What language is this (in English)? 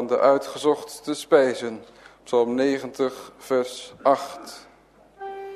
Dutch